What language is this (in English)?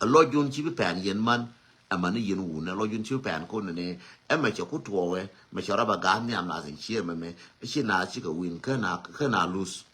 Nuer